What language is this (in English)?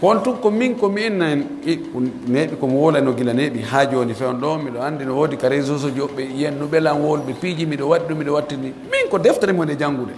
Pular